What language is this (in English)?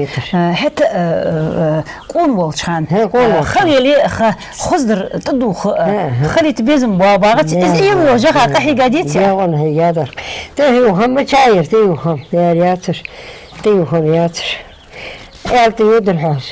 Ingush